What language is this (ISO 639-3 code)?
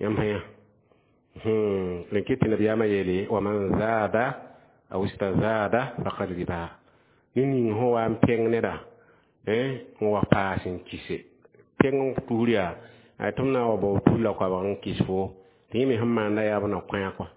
mos